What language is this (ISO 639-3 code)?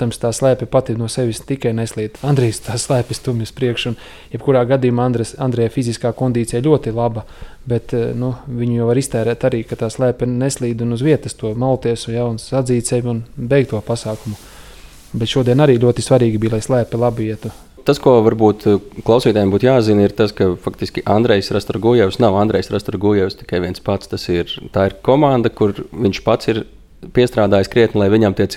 lav